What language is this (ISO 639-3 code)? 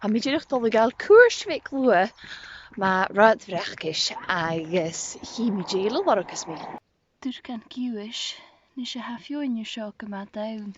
gla